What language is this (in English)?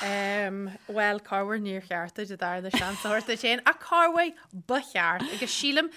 Irish